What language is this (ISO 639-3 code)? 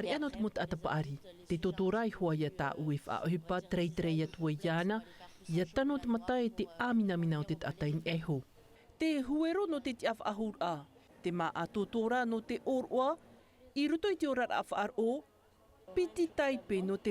tah